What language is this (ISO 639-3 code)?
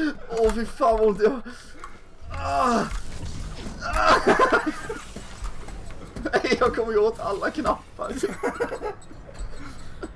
swe